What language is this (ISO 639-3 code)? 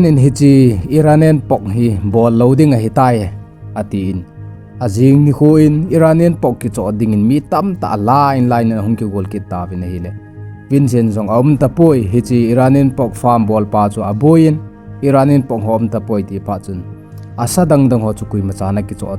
tcz